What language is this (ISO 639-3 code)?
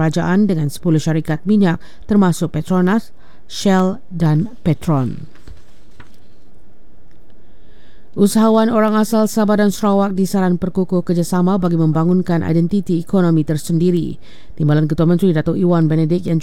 msa